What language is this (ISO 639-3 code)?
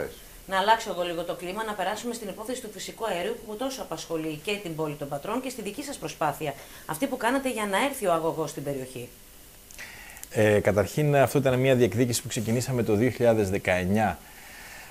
ell